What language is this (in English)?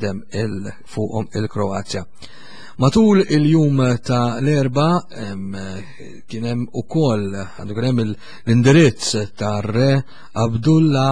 Maltese